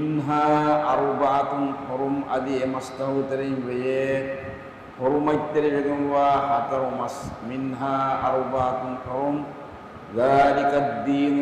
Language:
Divehi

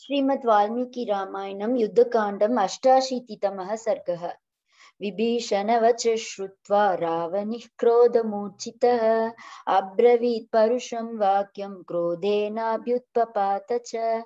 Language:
Sanskrit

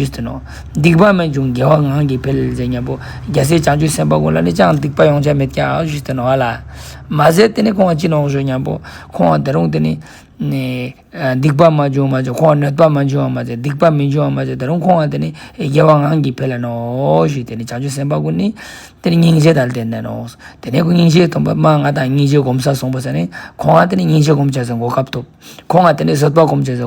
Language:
Ladakhi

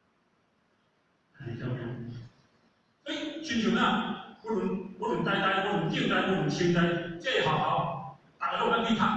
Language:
Min Nan Chinese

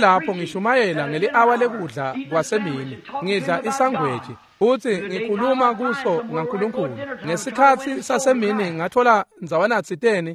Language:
Swati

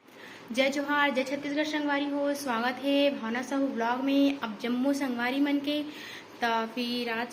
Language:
Chhattisgarhi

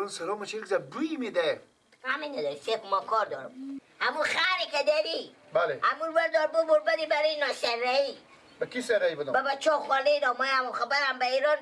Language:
Persian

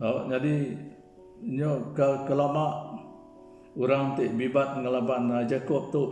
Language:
Iban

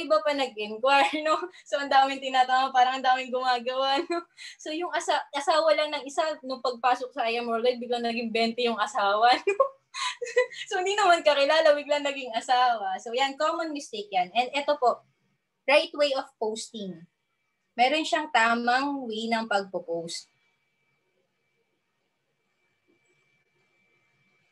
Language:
Filipino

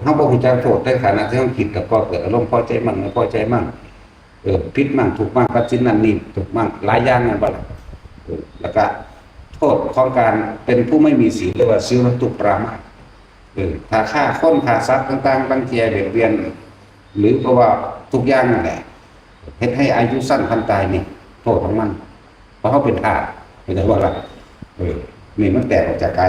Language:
Northeastern Thai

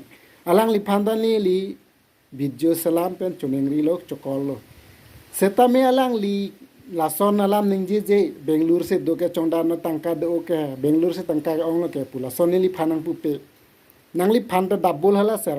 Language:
Karbi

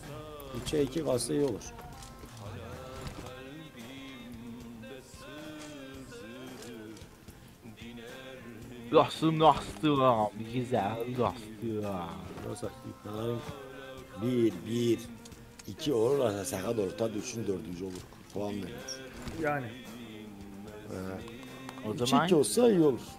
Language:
Turkish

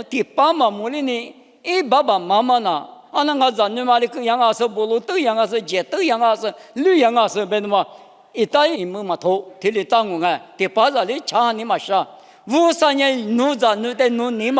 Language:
Lisu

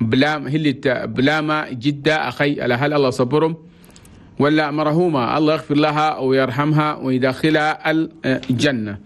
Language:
Chadian Arabic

